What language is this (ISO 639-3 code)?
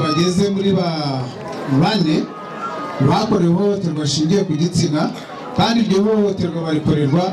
kin